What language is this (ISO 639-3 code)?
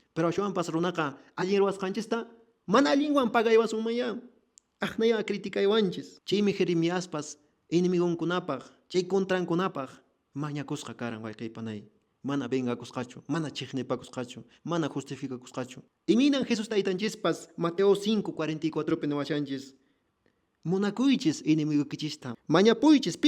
que